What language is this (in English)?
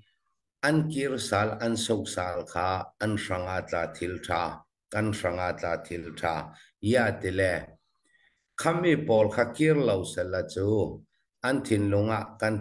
Falam Chin